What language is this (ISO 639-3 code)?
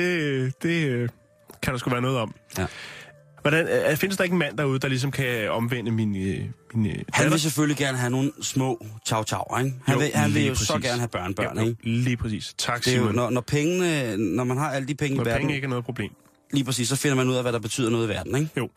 dan